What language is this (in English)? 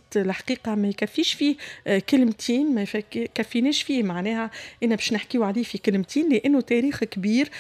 Tunisian Arabic